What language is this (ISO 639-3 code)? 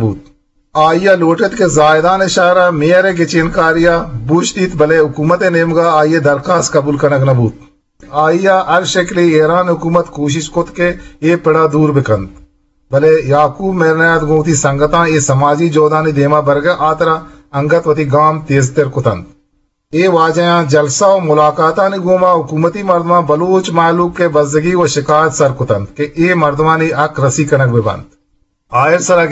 bgp